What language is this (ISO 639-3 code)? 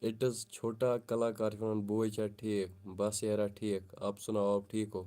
kas